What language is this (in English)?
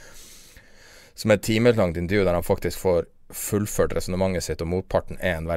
Norwegian